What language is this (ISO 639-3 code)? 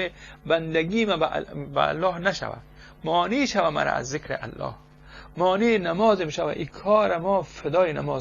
tgk